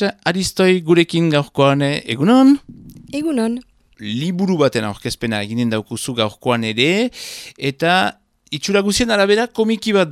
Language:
Basque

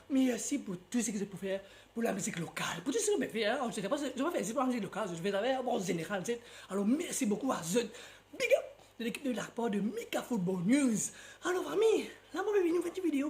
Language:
Morisyen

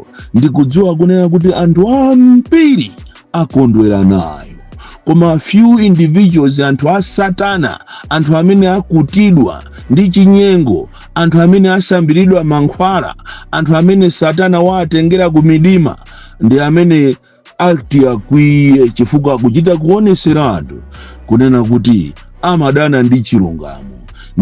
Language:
Nyanja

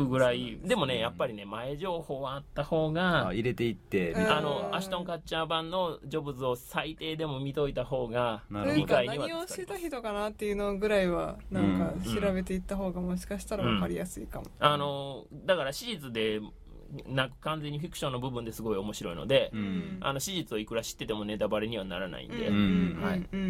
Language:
Japanese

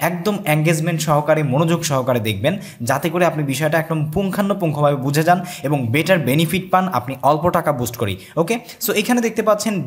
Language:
Bangla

